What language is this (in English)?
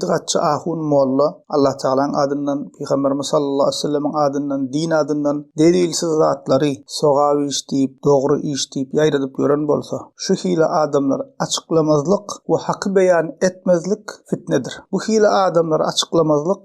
Turkmen